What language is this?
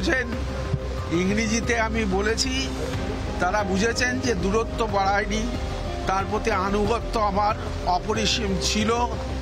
Bangla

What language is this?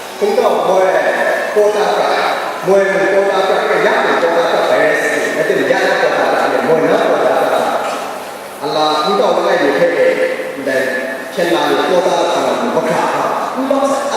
Kachin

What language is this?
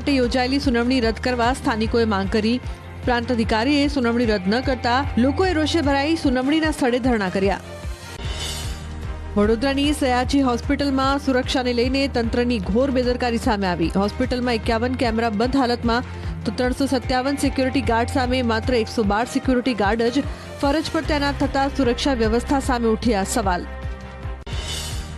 Gujarati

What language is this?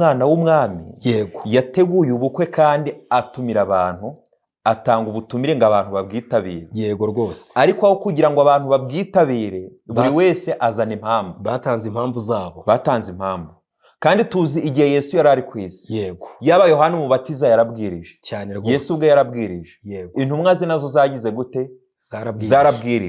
Kinyarwanda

